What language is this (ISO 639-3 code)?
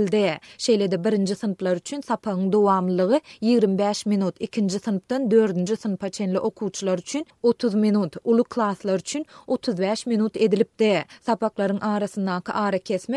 tuk